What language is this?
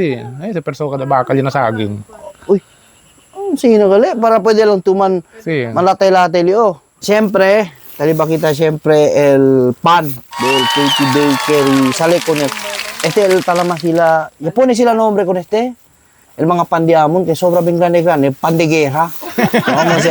Chavacano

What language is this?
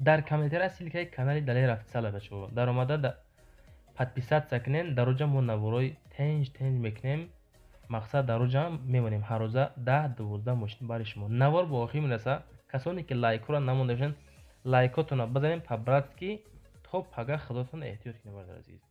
Tajik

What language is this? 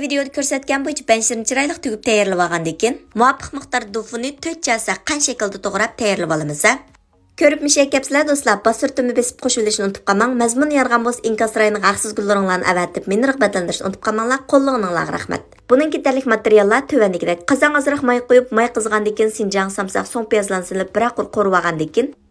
Uyghur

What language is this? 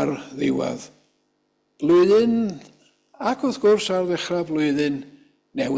Welsh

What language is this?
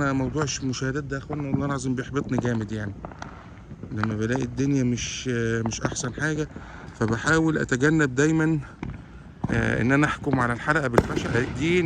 Egyptian Arabic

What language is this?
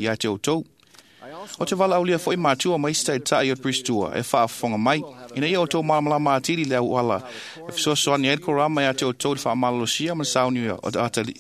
Samoan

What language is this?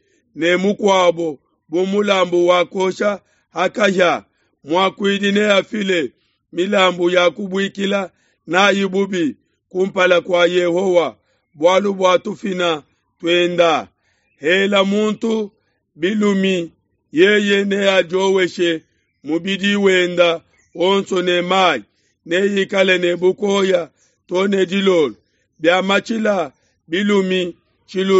Luba-Lulua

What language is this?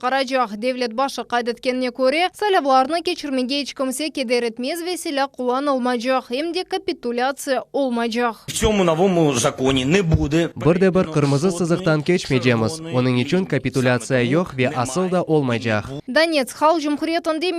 Crimean Tatar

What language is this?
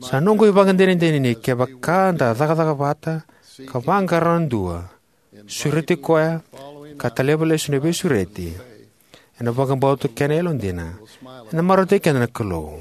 Fijian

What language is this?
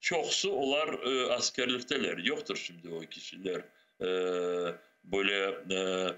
Crimean Tatar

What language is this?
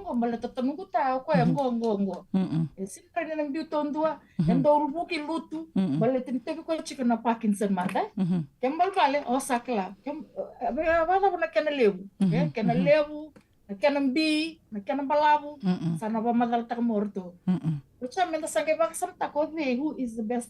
Fijian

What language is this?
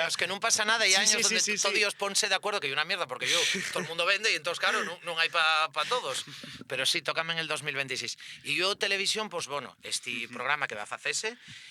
Asturian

